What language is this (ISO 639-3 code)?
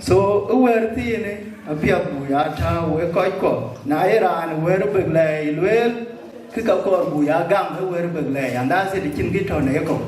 din